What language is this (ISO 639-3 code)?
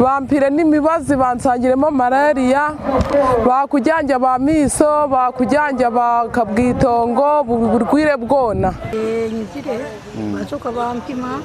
nyn